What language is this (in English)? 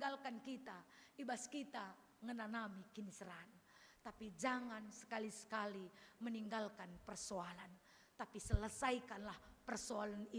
Batak Karo